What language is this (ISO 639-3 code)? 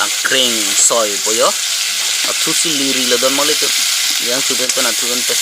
mjw